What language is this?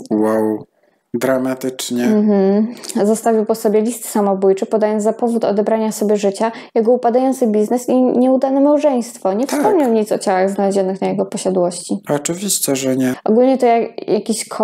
Polish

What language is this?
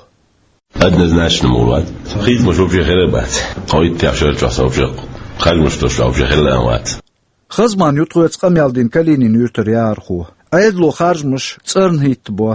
Chechen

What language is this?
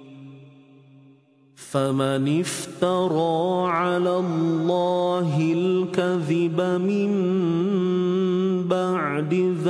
Arabic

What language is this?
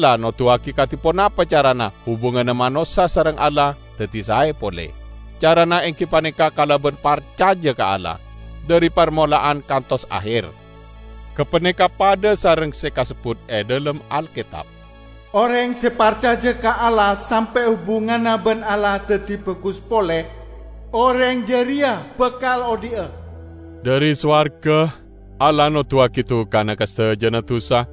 Madurese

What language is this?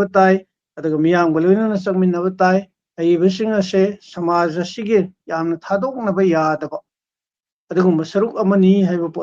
Manipuri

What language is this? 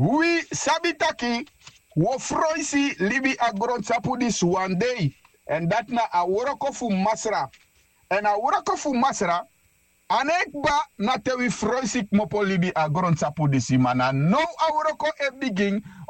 Sranan Tongo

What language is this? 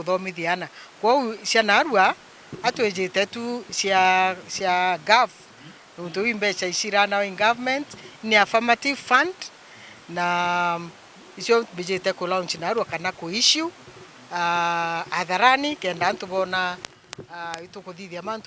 Meru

